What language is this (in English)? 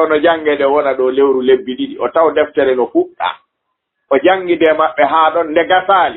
Fula